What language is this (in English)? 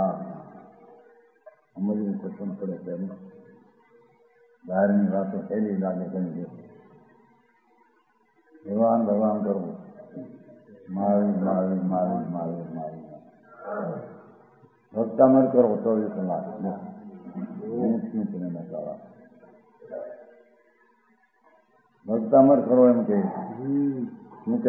Gujarati